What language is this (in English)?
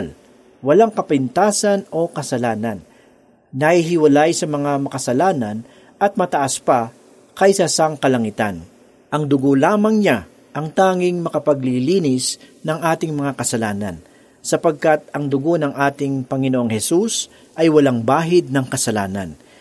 Filipino